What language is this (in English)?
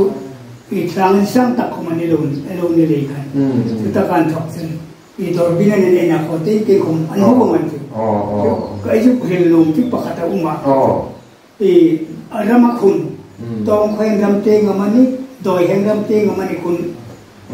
Hmar